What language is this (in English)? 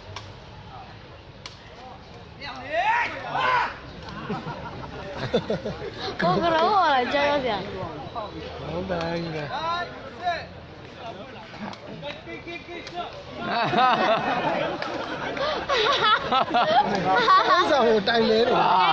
Burmese